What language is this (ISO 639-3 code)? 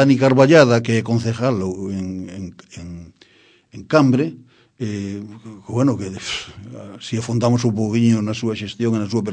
glg